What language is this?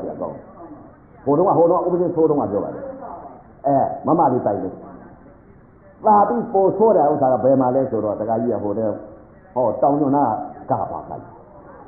Burmese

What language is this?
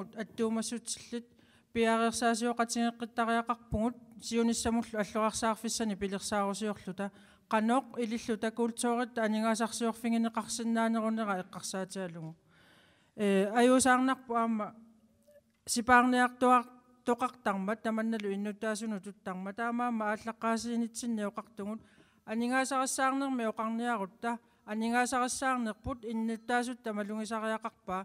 Kalaallisut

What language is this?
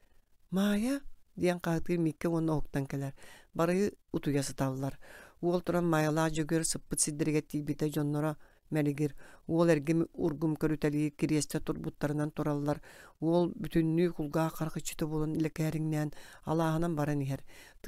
Yakut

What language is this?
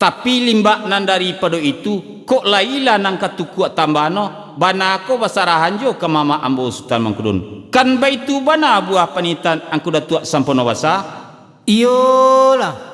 Minangkabau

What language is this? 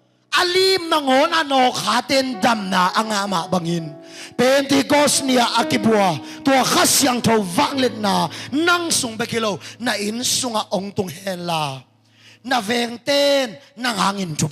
Tedim Chin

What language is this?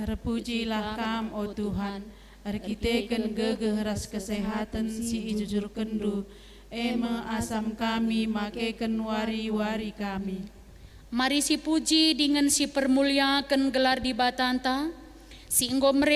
Batak Karo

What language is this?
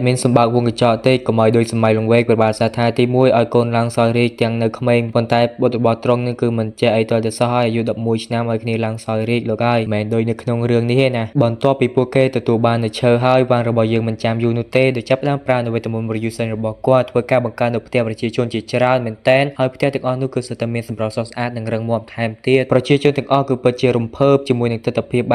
Khmer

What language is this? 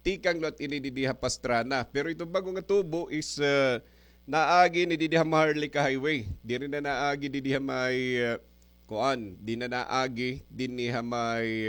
Waray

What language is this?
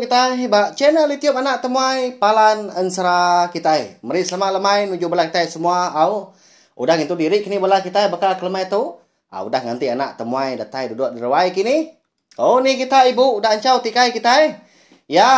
Iban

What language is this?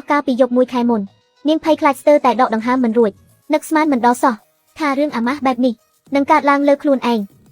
Khmer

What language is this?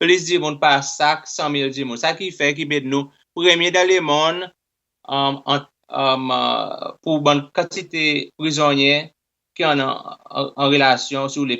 Seselwa Creole French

